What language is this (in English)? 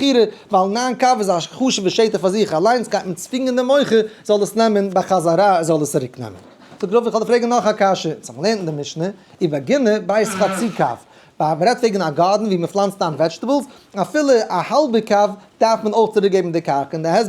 Yiddish